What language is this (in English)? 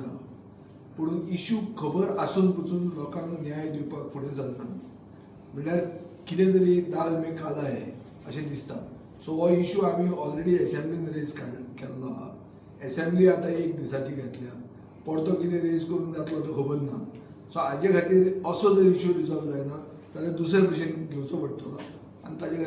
Konkani